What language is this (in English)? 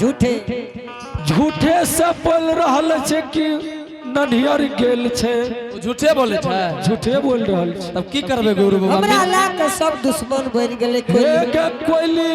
Angika